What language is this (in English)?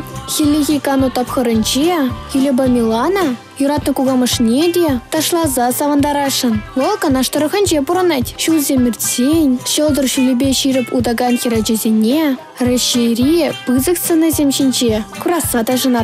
Chuvash